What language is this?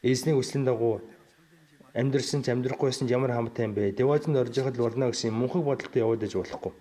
Mongolian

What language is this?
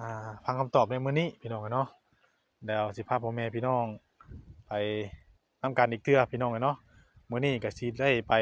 Northeastern Thai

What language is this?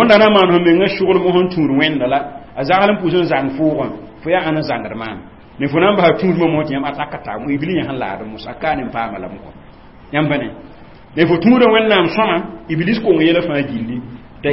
Mossi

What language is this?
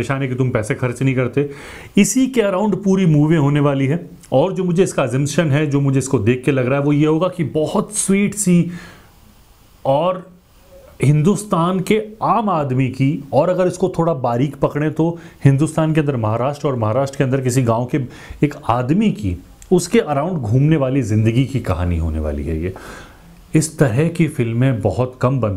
Hindi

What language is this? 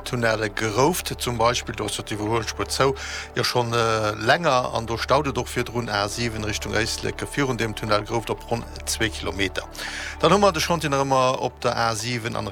Luxembourgish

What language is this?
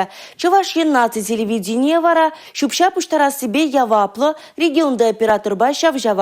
Chuvash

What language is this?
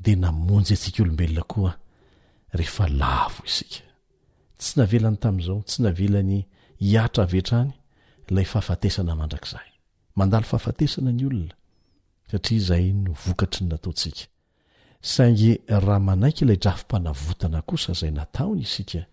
Malagasy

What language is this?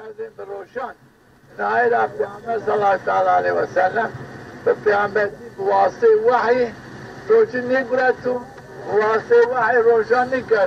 Zaza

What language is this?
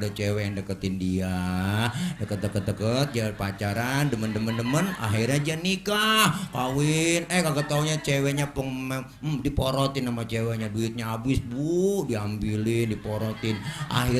Betawi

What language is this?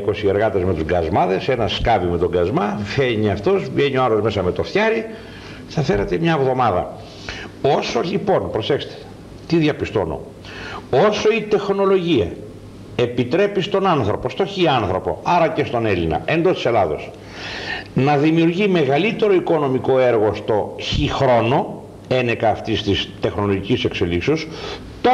Greek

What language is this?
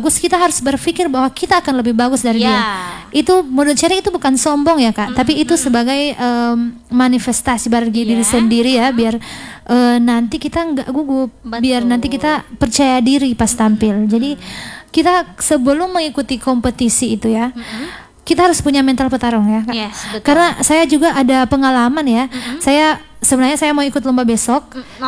Indonesian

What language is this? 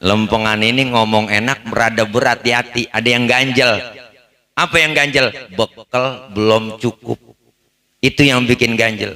Betawi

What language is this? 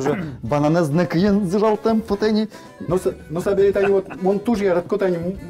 Udmurt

